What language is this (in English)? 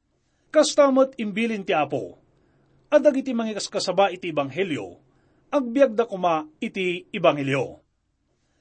Iloko